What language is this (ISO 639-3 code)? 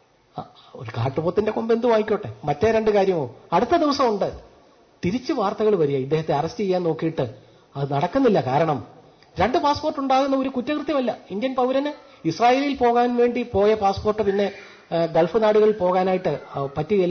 mal